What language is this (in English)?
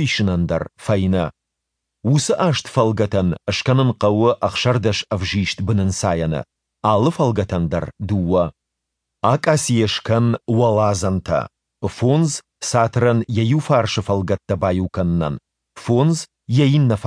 Ossetic